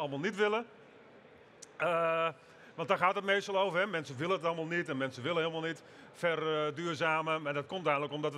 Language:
Dutch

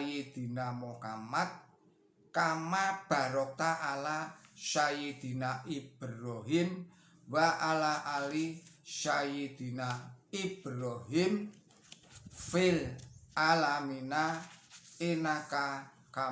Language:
Javanese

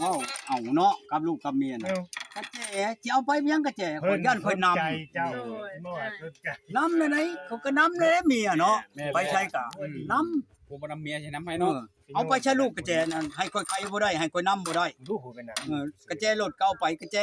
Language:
Northeastern Thai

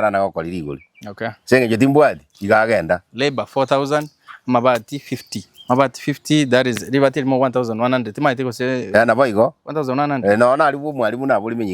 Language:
Gusii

